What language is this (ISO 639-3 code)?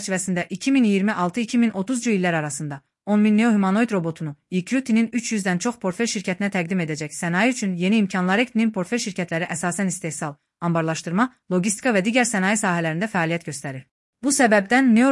aze